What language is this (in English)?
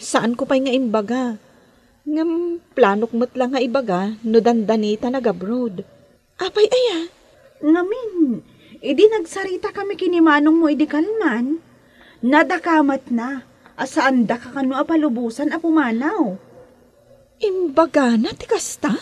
Iloko